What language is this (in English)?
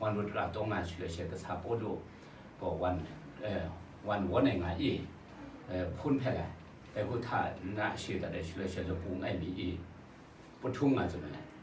Kachin